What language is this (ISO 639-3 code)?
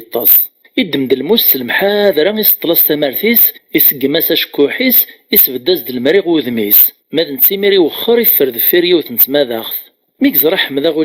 kab